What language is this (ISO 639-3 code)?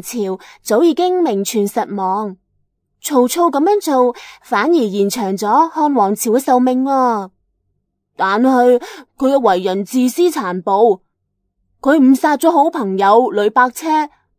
yue